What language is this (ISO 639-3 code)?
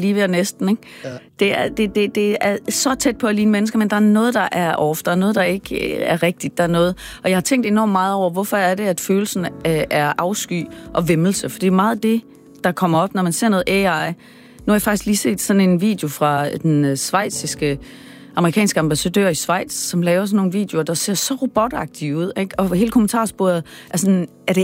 dan